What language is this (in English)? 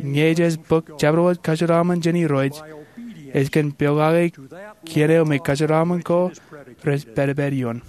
Marshallese